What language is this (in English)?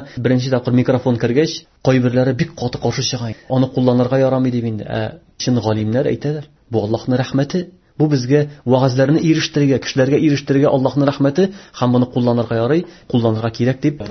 Tatar